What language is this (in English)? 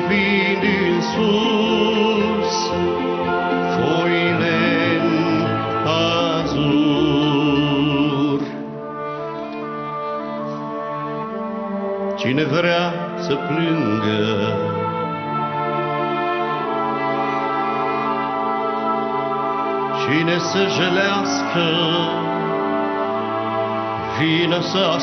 Romanian